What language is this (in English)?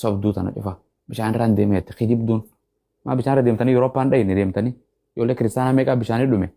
Oromo